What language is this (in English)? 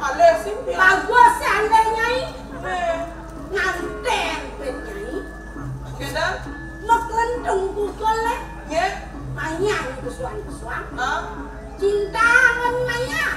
Balinese